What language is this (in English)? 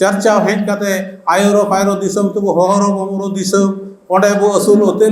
Santali